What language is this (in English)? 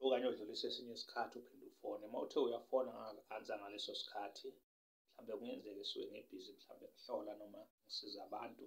Zulu